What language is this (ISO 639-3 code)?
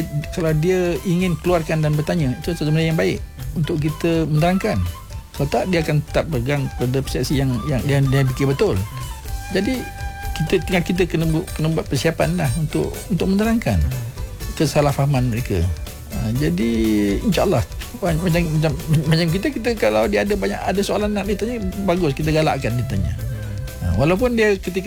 msa